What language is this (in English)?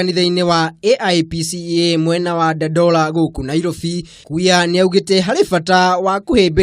Kikuyu